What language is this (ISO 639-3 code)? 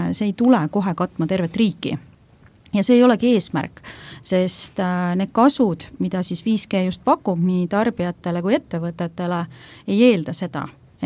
est